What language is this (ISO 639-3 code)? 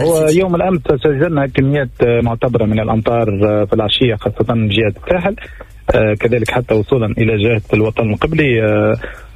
aeb